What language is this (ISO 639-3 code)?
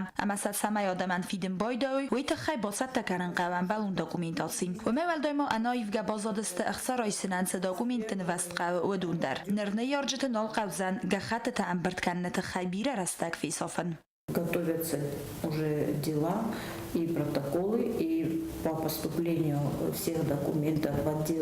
oss